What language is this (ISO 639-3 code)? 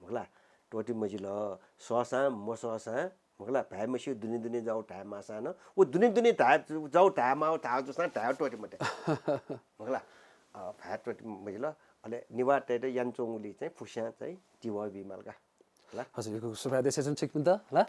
new